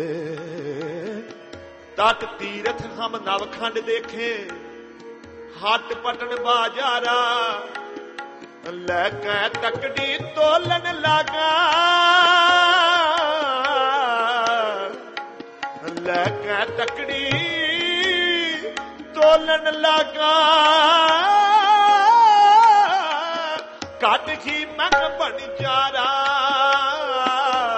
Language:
Punjabi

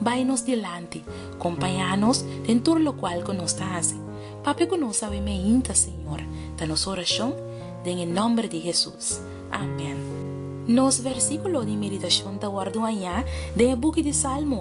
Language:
Papiamento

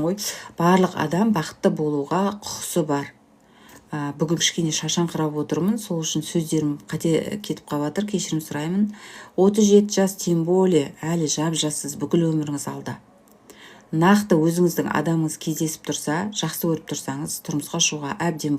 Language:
Kazakh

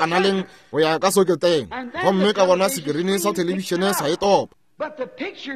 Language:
Northern Sotho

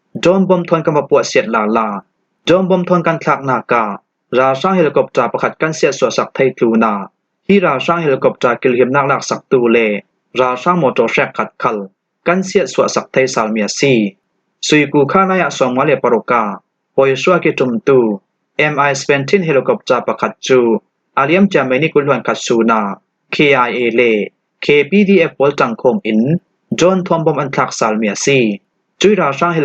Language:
Hakha Chin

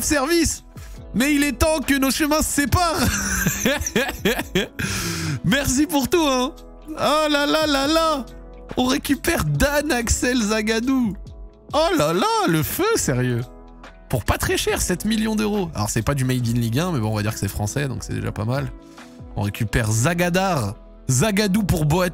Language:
French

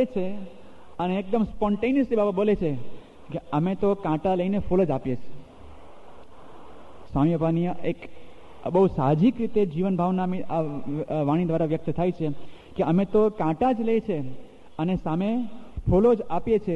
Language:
Gujarati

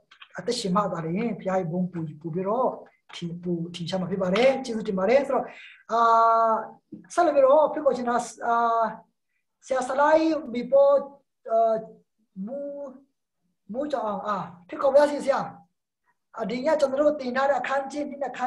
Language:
Burmese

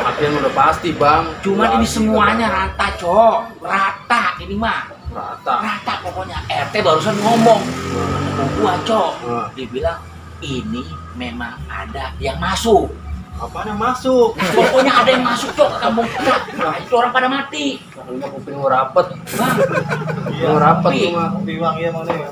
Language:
Betawi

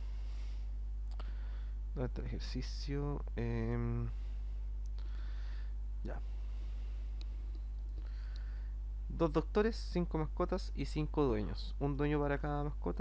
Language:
Spanish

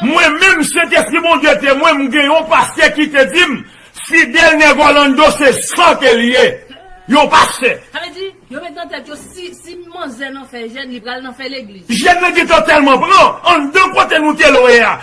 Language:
Haitian Creole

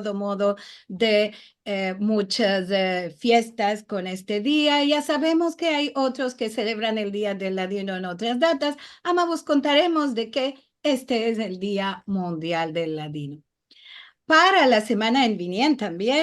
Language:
Ladino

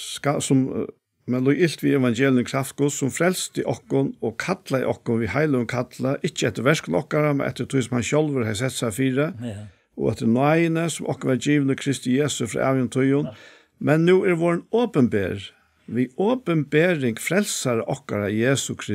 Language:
Faroese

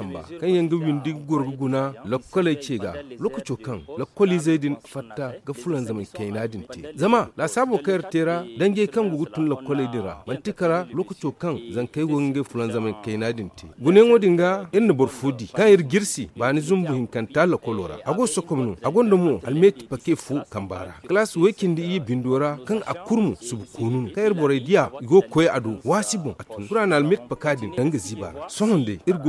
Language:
Zarma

